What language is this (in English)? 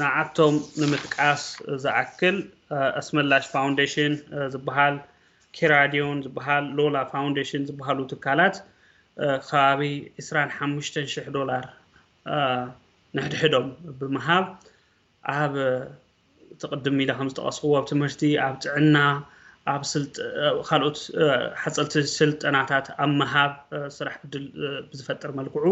Tigrinya